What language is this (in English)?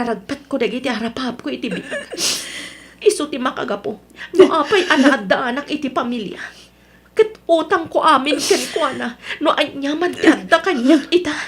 Iloko